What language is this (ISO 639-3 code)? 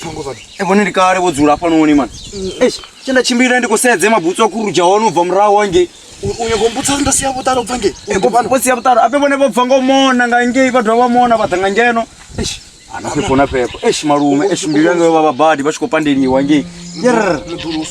ven